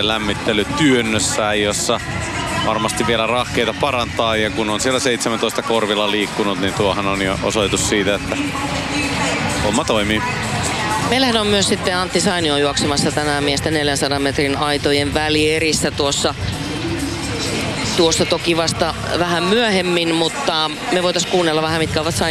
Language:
Finnish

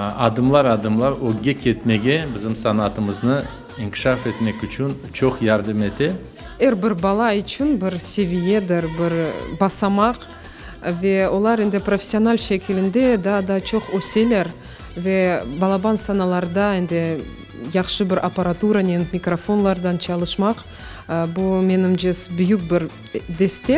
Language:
Crimean Tatar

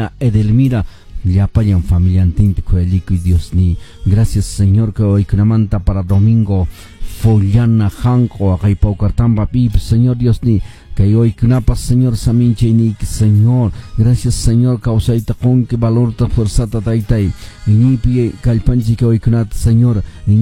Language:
Quechua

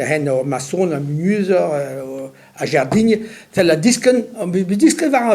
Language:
Breton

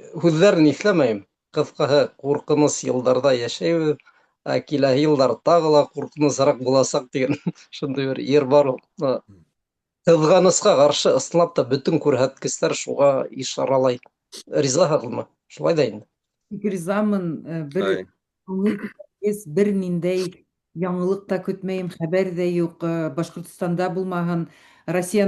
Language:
Bashkir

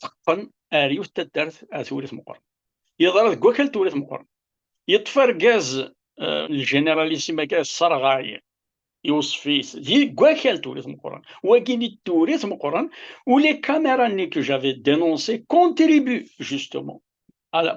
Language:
Kabyle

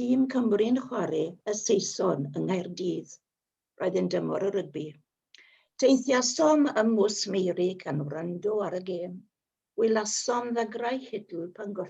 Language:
Welsh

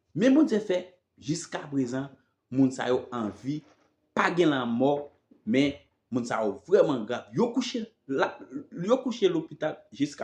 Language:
Haitian Creole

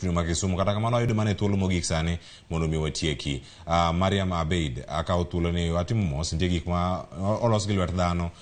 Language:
Luo (Kenya and Tanzania)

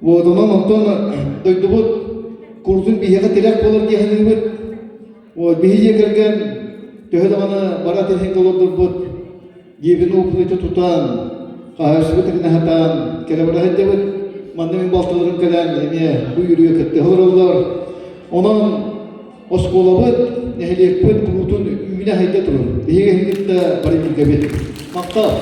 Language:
Yakut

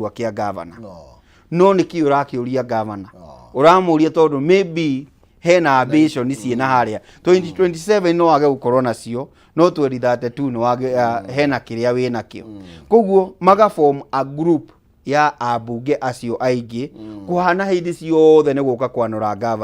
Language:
Kikuyu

